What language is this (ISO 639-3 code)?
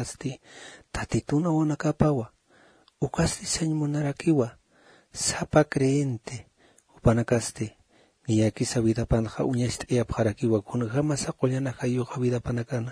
aym